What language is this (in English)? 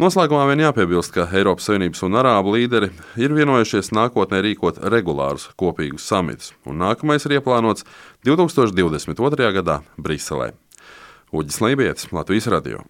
Latvian